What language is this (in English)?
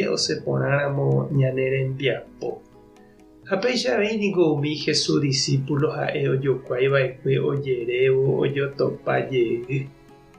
Guarani